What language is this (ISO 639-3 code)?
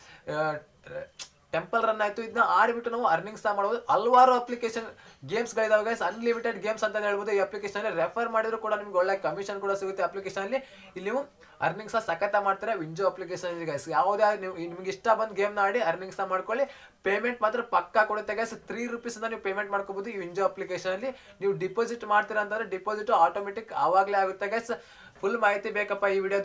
kan